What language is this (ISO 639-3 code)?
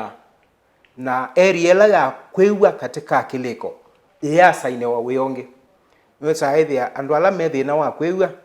kam